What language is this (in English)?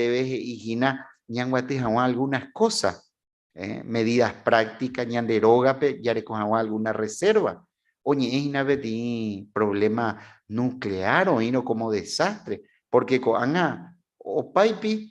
Guarani